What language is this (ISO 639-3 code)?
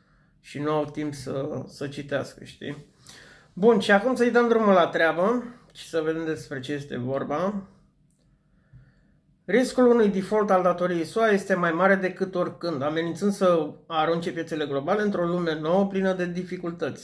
ron